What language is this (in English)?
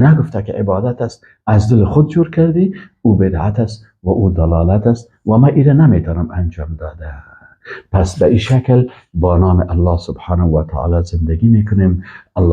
Persian